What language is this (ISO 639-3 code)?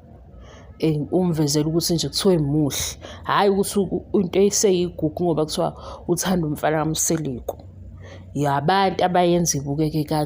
zul